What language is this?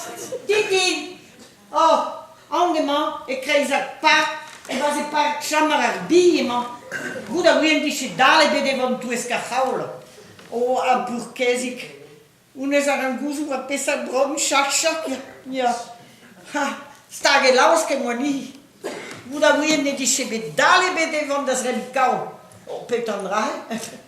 Breton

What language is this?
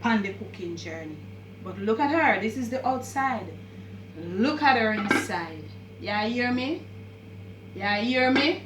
Jamaican Creole English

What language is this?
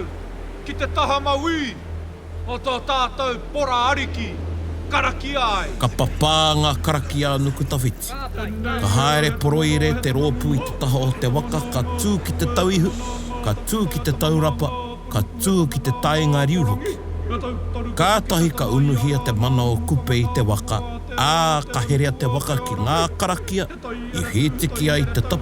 Māori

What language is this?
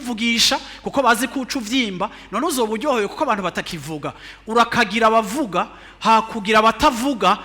Rundi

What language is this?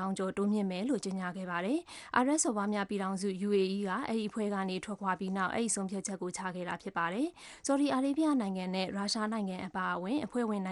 Burmese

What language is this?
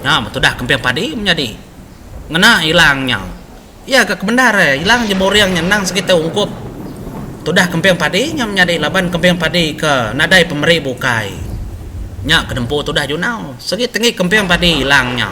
Iban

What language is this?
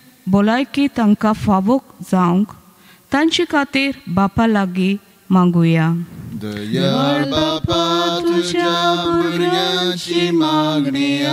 Konkani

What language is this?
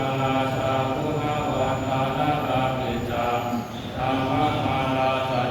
Pali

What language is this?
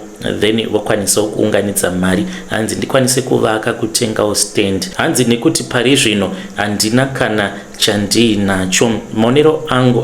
Shona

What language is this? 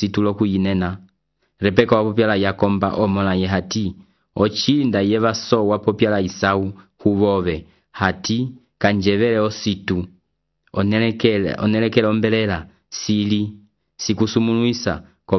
Umbundu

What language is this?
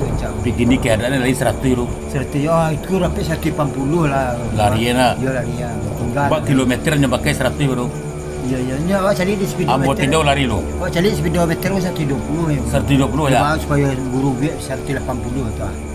Minangkabau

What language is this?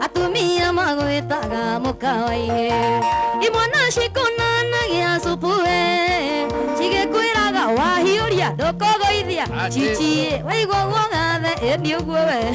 Kikuyu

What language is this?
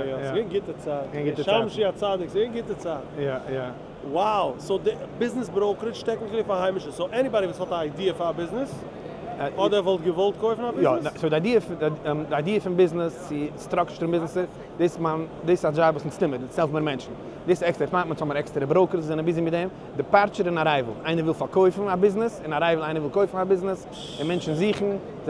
Yiddish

